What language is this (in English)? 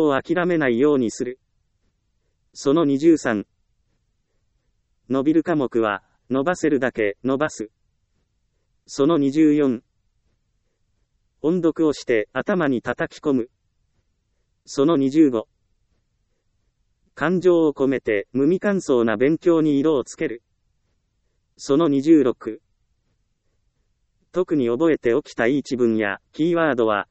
Japanese